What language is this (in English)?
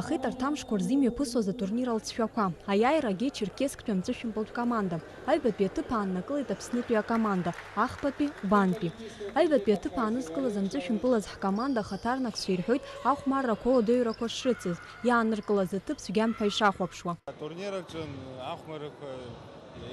Abkhazian